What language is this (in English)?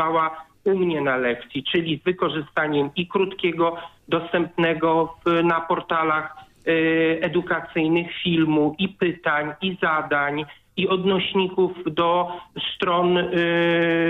Polish